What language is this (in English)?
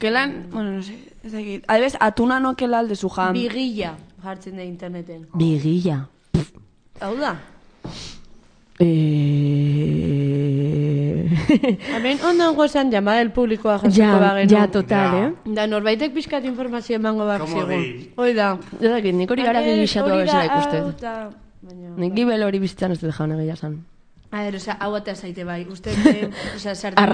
Basque